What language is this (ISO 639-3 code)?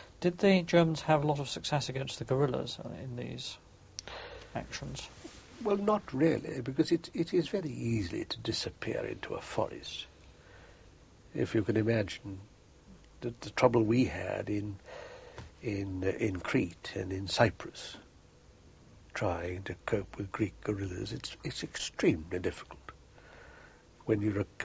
eng